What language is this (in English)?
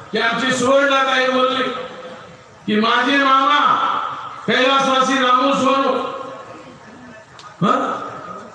Marathi